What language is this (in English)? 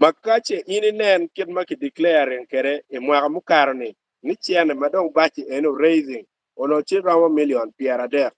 Acoli